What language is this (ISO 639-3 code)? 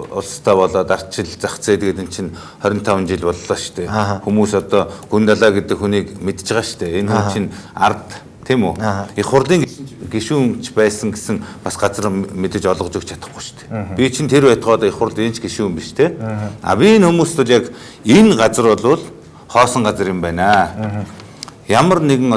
mon